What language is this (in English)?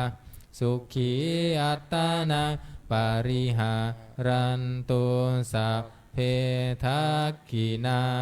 Pali